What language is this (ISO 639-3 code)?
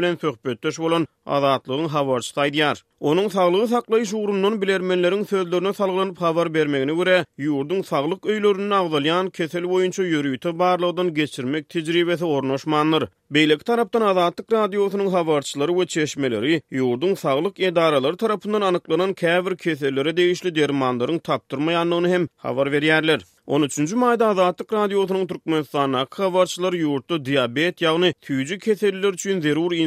tuk